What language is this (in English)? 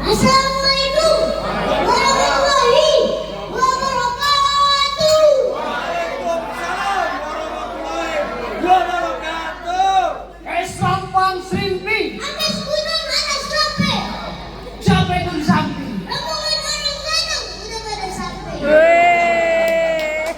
Betawi